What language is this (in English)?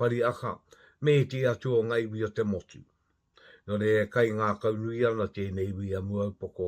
Māori